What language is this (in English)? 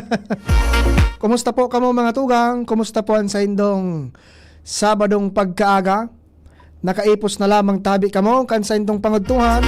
Bikol